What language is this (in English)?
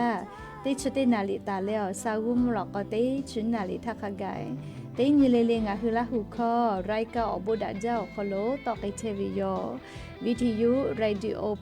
Lahu